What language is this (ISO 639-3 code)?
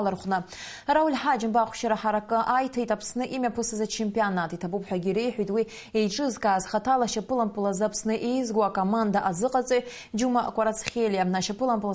abk